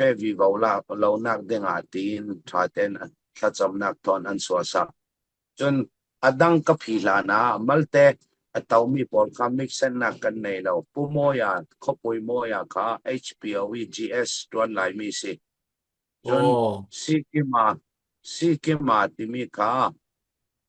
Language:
Falam Chin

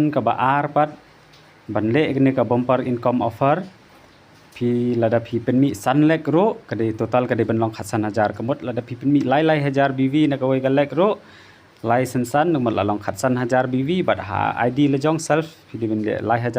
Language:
Khasi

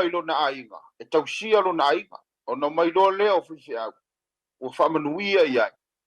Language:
Samoan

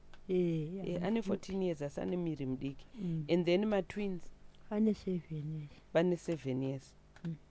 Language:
Shona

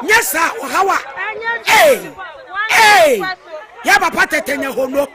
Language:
Akan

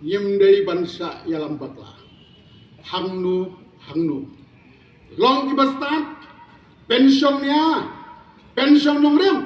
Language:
Khasi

